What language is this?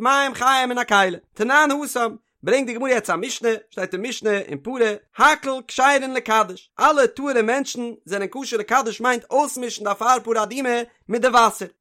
Yiddish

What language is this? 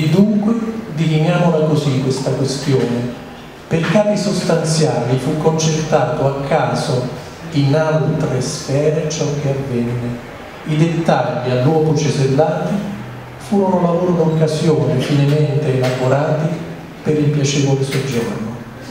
Italian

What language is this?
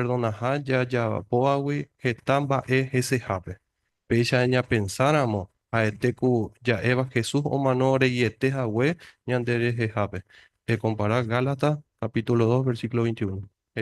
Guarani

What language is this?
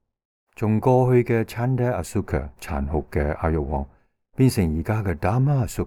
Cantonese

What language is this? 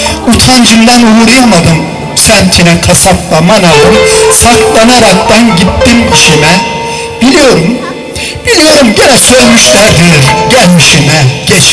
Turkish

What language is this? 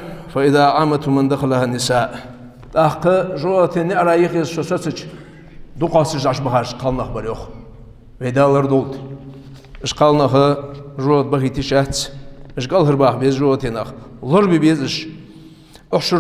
Ingush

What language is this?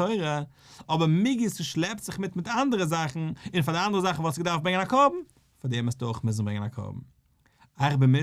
Yiddish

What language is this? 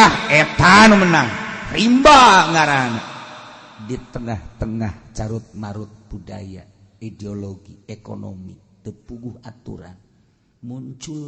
Sundanese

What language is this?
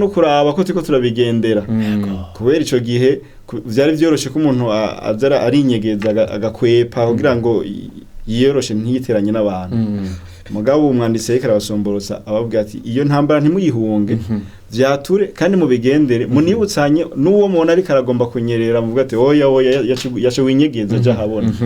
Rundi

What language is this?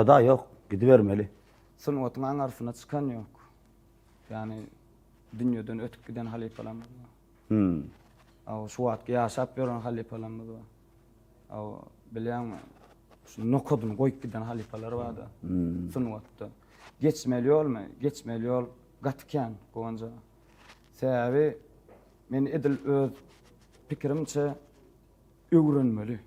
Turkmen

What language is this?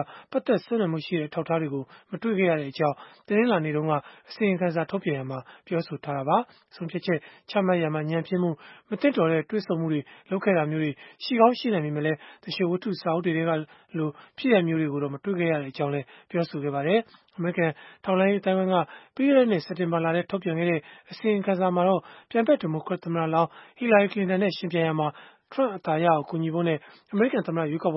Burmese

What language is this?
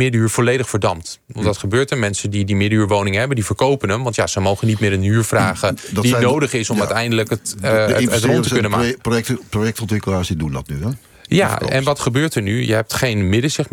Dutch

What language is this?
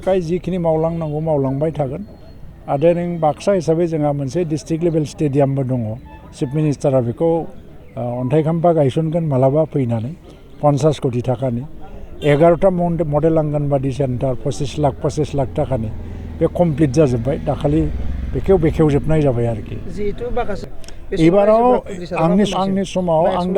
Bodo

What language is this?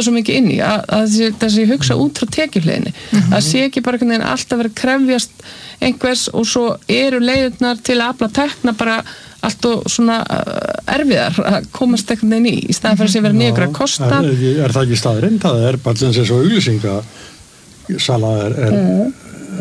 Icelandic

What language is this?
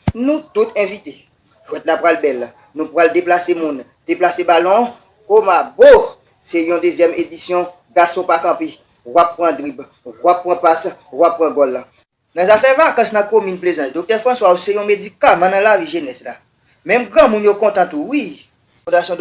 Haitian Creole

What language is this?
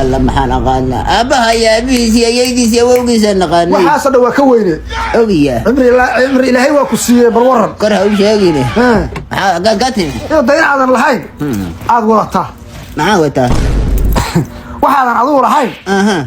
Somali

